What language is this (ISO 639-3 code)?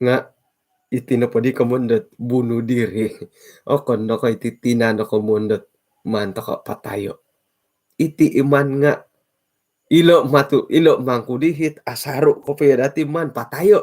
dtp